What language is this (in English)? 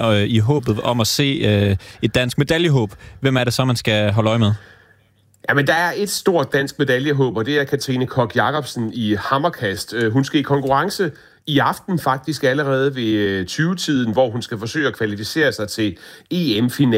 Danish